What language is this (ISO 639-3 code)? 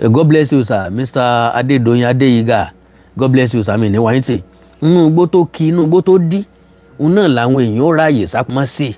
yor